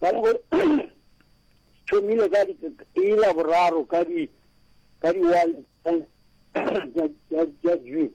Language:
Northern Sotho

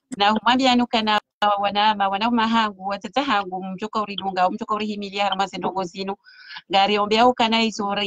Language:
Swahili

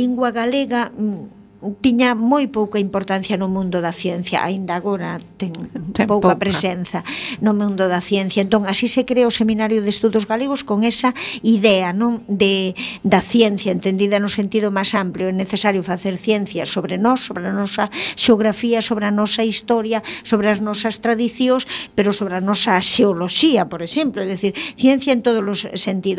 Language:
Galician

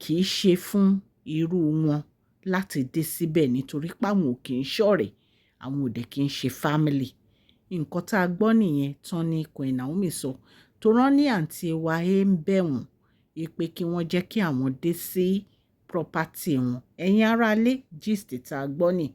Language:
Yoruba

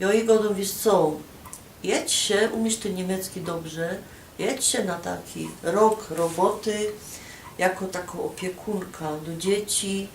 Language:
Silesian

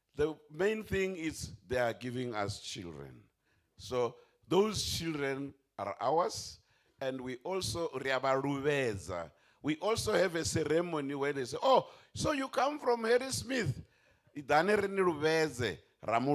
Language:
Venda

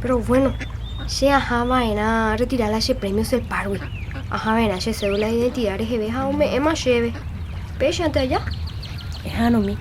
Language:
Guarani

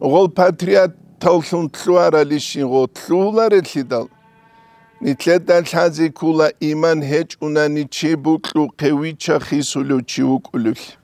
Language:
Avaric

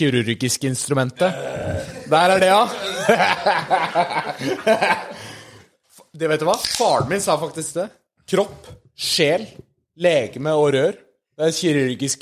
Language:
Norwegian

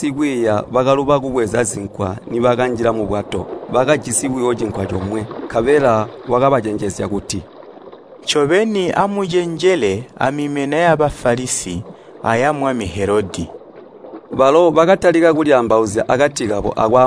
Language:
Tonga (Zambia)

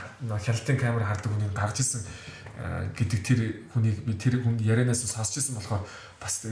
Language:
Mongolian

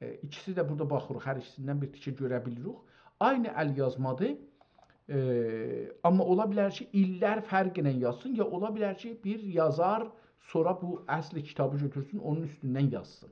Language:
South Azerbaijani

